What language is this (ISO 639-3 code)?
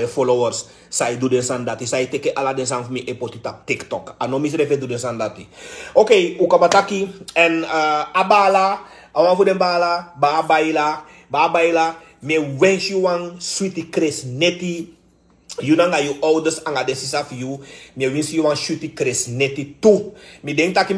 srn